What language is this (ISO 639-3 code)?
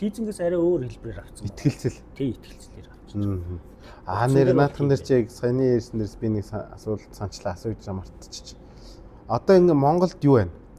mon